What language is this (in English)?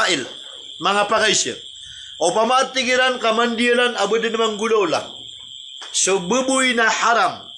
Maranao